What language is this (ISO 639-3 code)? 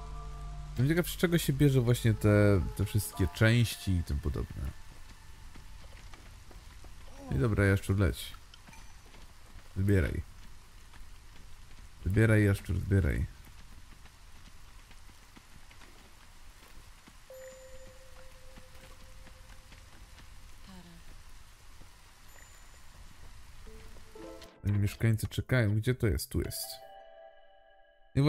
pol